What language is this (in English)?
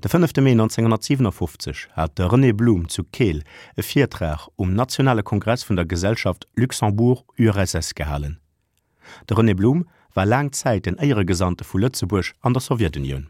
Luxembourgish